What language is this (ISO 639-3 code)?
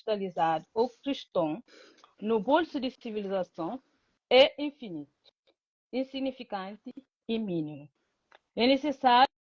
kea